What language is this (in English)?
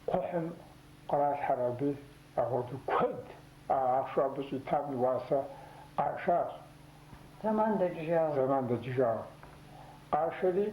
Kabardian